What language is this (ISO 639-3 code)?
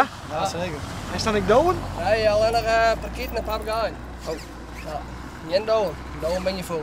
fry